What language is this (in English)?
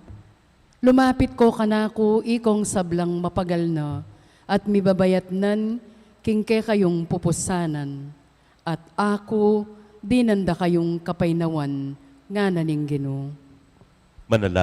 Pampanga